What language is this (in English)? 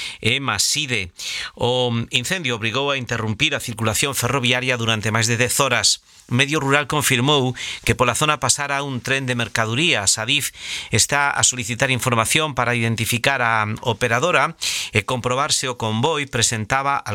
Galician